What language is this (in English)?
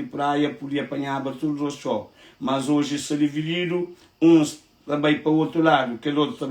Kabuverdianu